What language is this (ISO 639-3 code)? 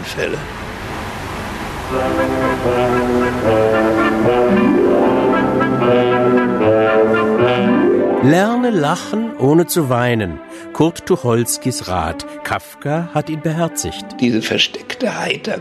deu